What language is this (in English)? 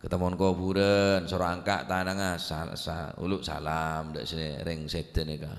Madurese